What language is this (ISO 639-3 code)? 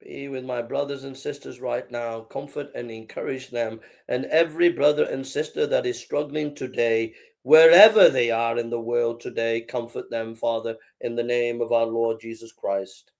eng